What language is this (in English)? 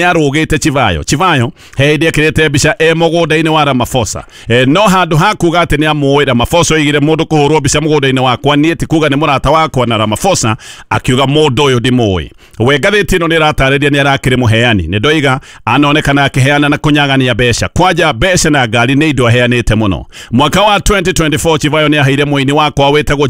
Kikuyu